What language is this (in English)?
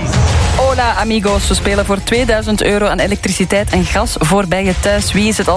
Dutch